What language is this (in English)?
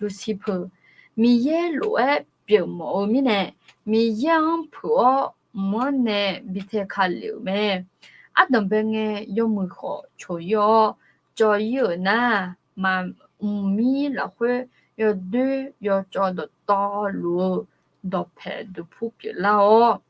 Akha